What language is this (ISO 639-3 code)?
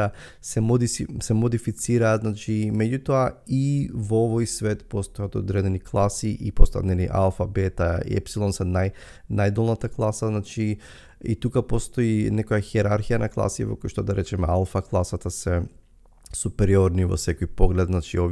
mkd